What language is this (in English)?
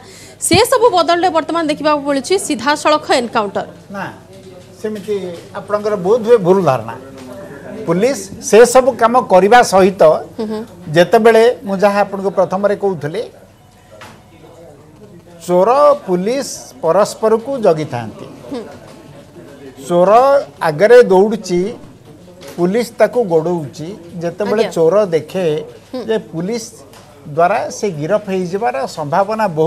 Odia